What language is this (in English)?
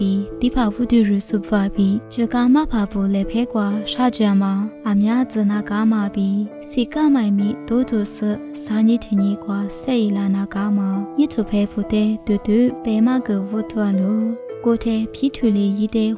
Lisu